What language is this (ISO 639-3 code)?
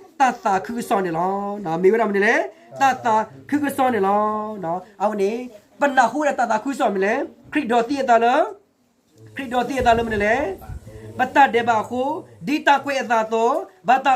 ksw